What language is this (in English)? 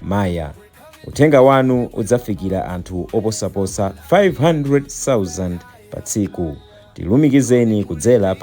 Nyanja